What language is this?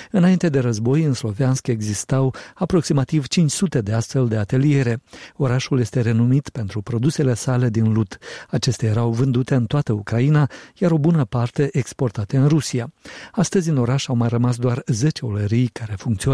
Romanian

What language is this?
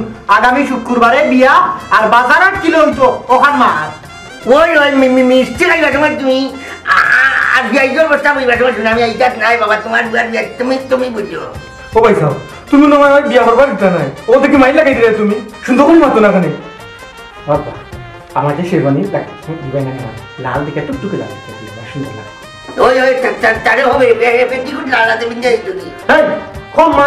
Sylheti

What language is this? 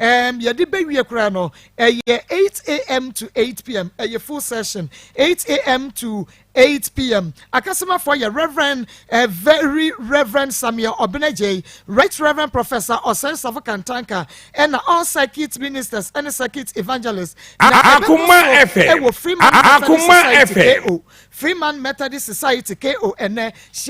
Akan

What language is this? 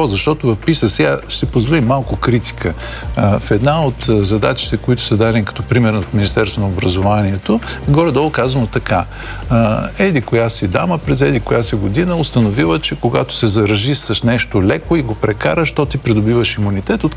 Bulgarian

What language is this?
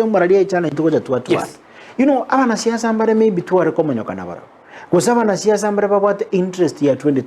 Gusii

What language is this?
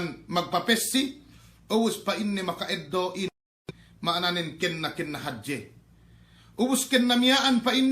Yakan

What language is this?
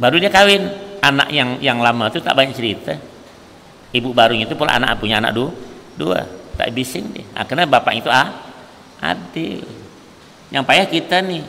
Banjar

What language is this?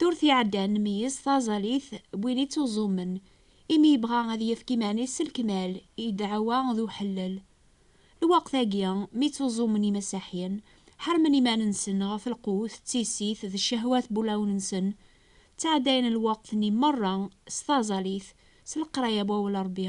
Kabyle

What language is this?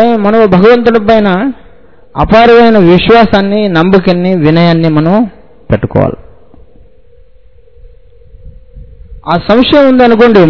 Telugu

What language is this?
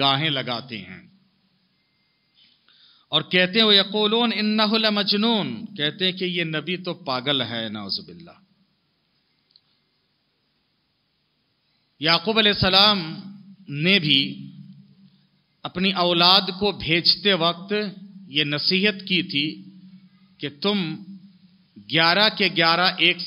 Urdu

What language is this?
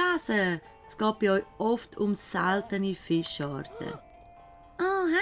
Swiss German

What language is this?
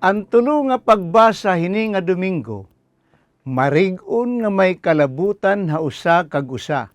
Waray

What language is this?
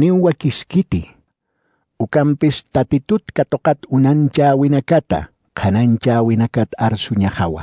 Aymara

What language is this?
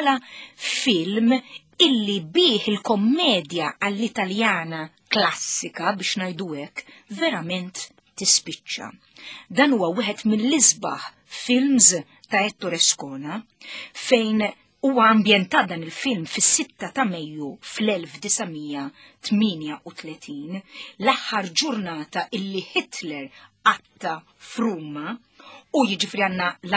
Maltese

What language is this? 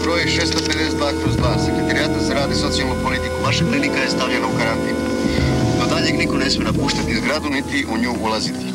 Serbian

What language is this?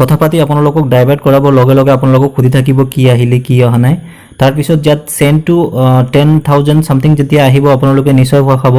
Assamese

